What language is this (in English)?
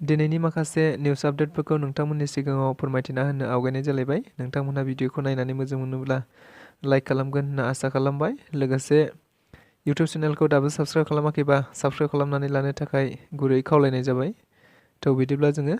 Bodo